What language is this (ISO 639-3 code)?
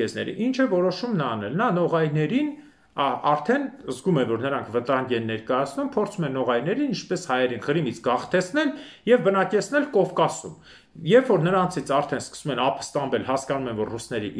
hye